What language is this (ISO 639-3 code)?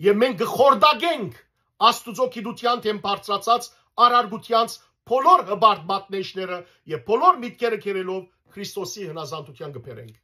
hyw